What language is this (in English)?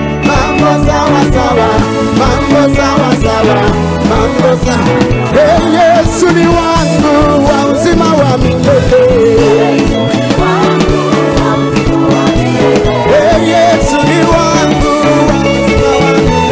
Kinyarwanda